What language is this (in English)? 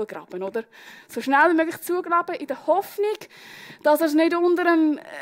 Swiss German